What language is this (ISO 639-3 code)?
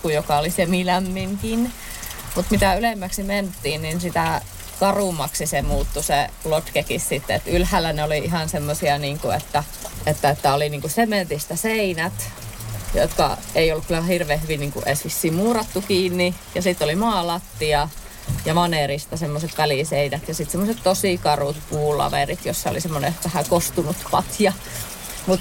fin